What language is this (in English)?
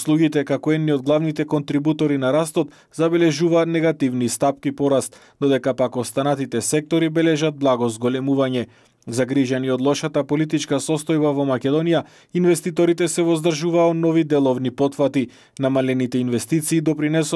Macedonian